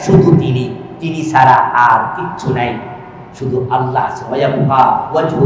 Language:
Bangla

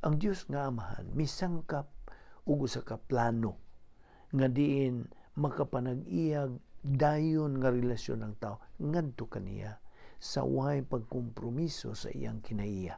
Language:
Cebuano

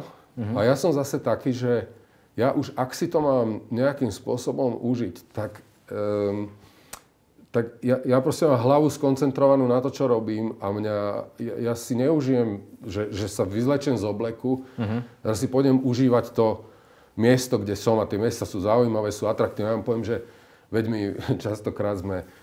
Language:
Slovak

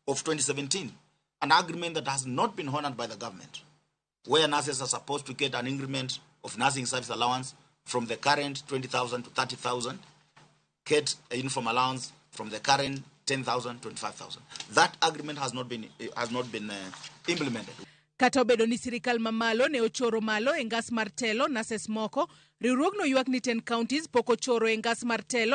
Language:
Luo (Kenya and Tanzania)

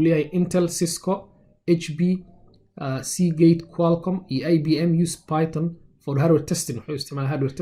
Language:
Somali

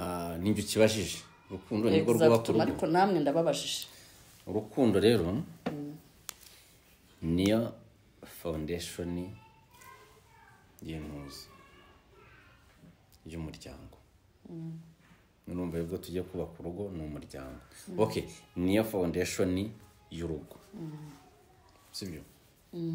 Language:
Kinyarwanda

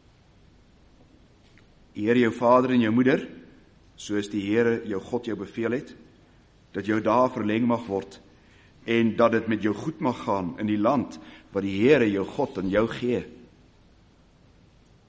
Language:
Afrikaans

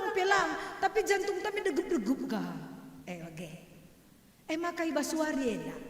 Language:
Batak Karo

